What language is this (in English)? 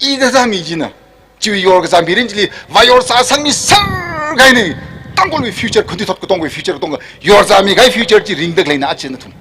Tangkhul Naga (India)